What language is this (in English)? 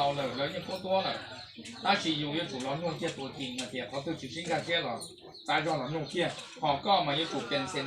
Hmong